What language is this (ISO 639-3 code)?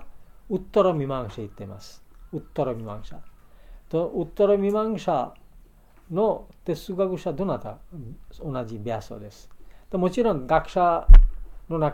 jpn